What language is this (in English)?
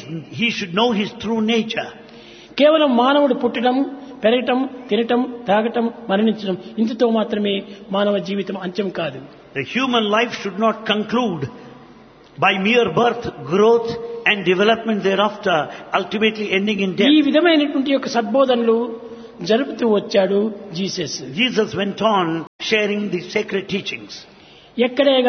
Telugu